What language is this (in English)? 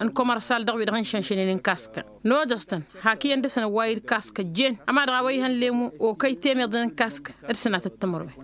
Tamasheq